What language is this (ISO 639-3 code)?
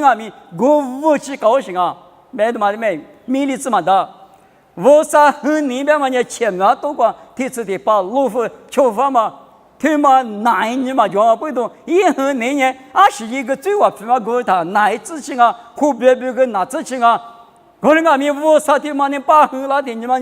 lis